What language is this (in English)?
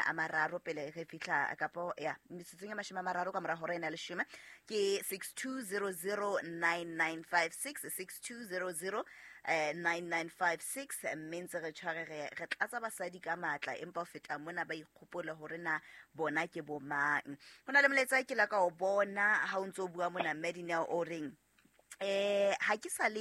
Southern Sotho